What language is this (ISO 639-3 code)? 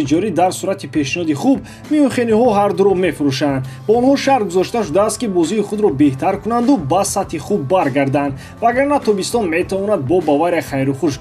tgk